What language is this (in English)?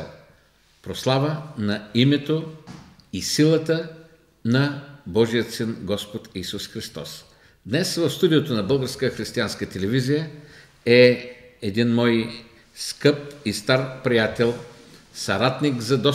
Bulgarian